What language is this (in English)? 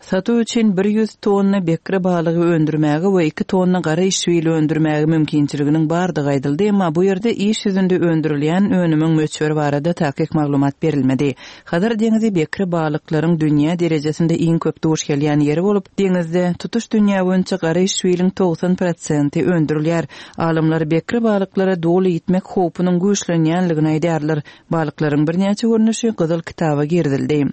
Turkmen